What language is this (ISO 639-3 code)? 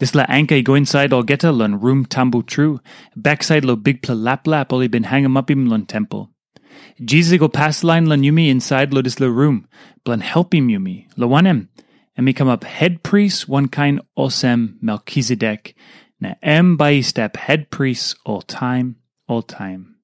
tpi